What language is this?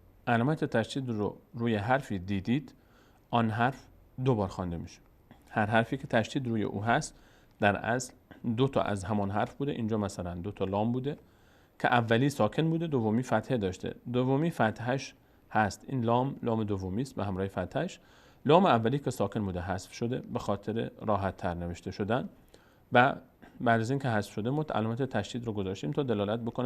Persian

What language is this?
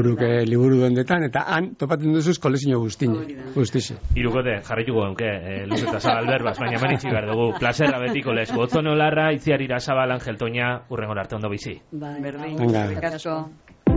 Basque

